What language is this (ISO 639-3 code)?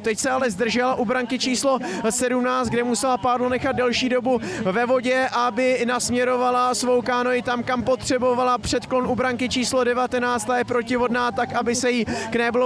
ces